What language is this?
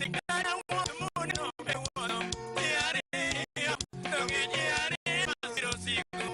Luo (Kenya and Tanzania)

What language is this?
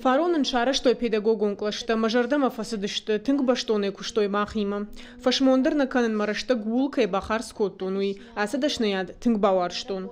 Ossetic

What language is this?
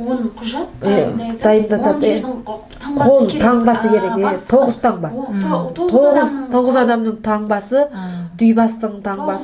Kazakh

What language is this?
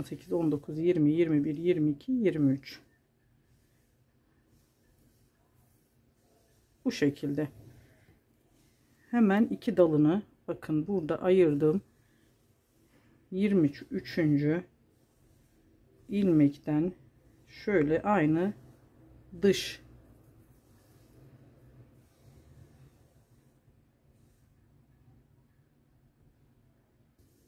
Turkish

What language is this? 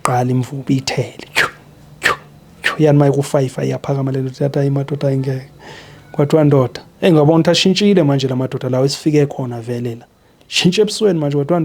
Zulu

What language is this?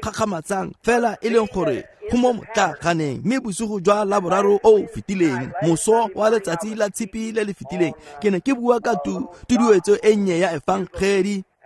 Tswana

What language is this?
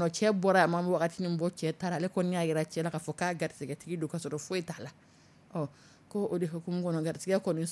Dyula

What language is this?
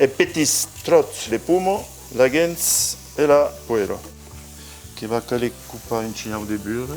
Occitan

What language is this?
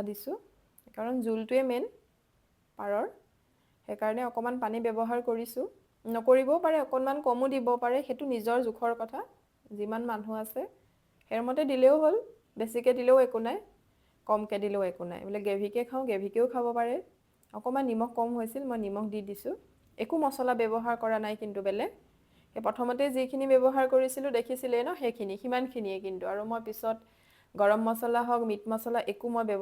Assamese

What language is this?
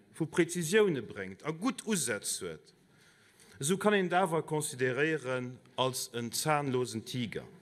Luxembourgish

